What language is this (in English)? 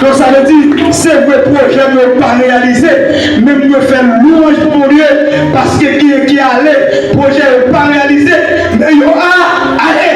Haitian Creole